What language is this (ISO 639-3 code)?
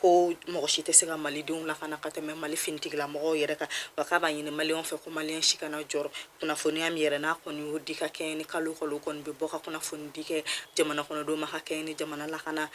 bam